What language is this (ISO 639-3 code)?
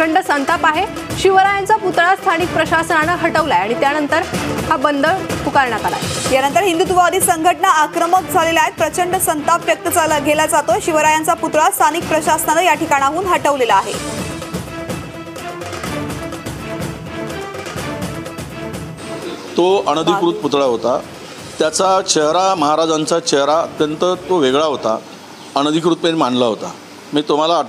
mar